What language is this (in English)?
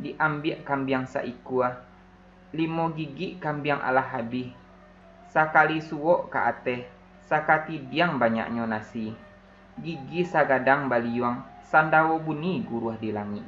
Minangkabau